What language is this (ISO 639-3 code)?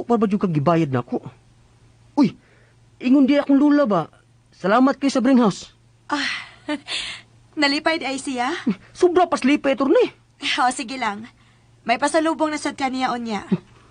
ceb